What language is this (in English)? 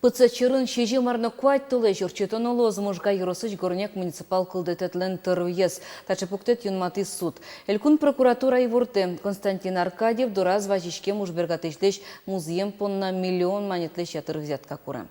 Udmurt